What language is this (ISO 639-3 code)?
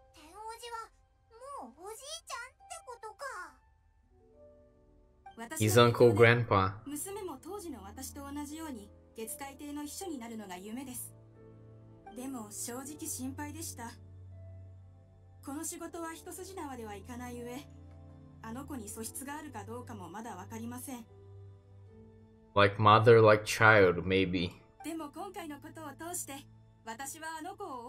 jpn